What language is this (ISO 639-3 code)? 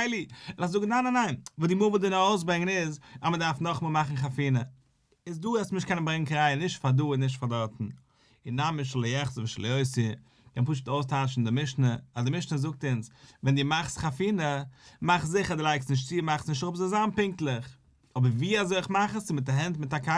yid